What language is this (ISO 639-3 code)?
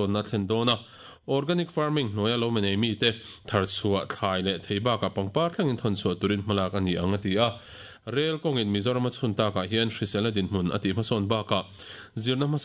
lus